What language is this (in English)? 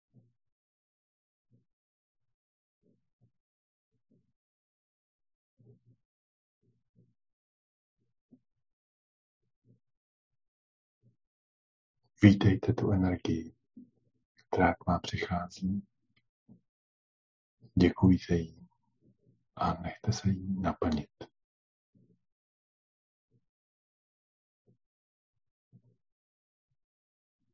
Czech